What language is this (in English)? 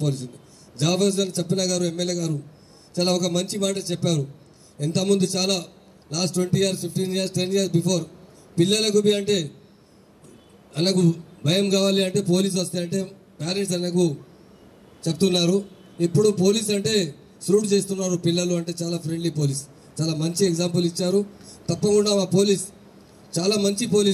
Telugu